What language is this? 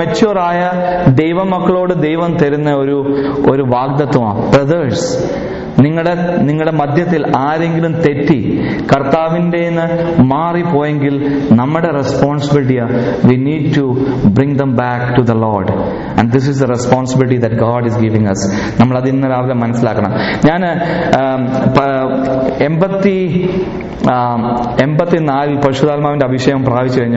Malayalam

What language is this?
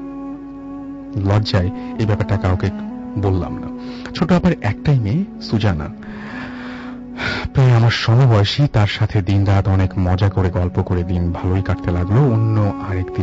Bangla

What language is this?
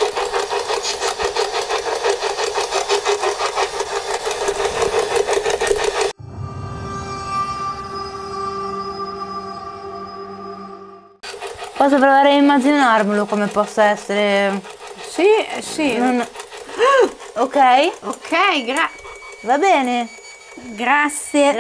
Italian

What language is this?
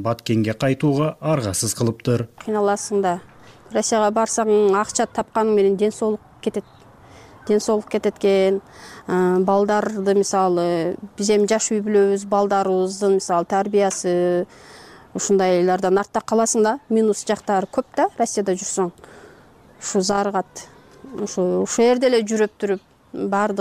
Kyrgyz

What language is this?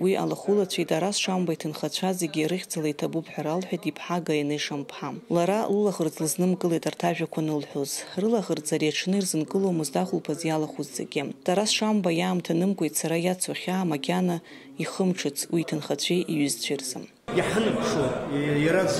Abkhazian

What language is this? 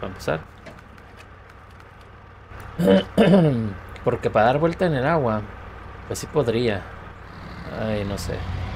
Spanish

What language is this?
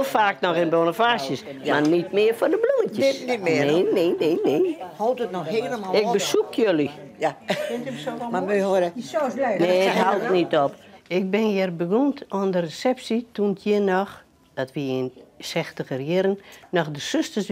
Western Frisian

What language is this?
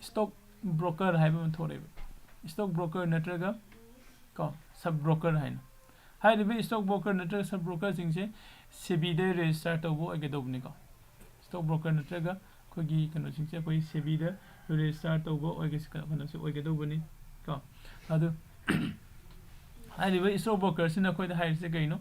Manipuri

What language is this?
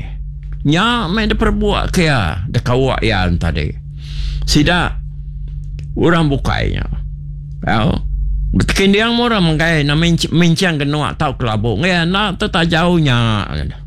Iban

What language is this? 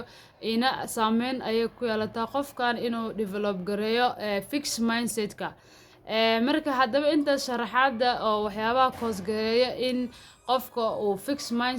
Somali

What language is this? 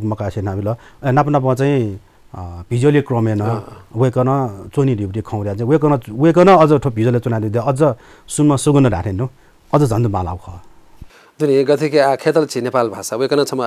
Newari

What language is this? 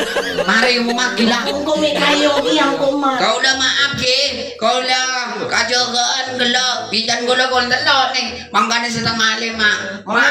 Madurese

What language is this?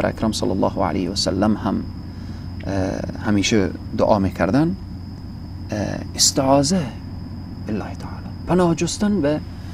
Persian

